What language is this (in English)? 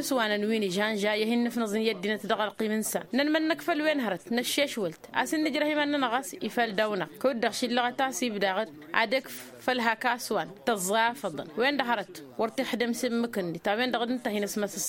Tamasheq